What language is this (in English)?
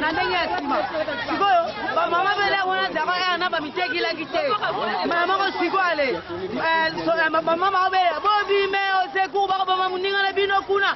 Lingala